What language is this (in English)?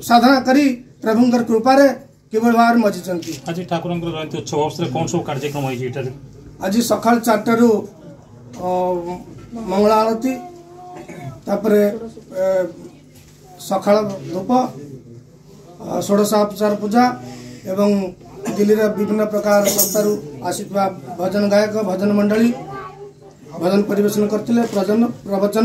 Odia